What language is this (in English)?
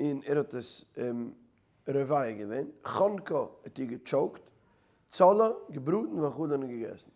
Yiddish